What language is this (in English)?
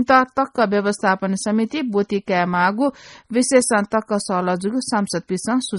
Newari